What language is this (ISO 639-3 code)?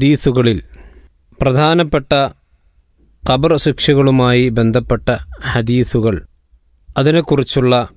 mal